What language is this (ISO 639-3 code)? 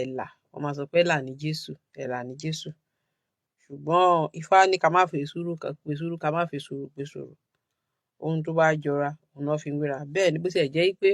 yor